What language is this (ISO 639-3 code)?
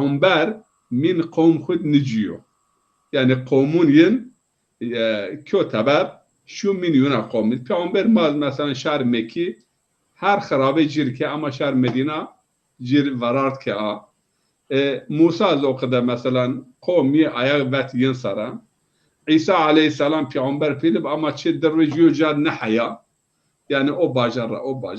zza